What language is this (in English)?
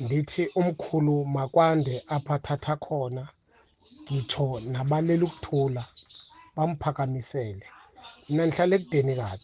Zulu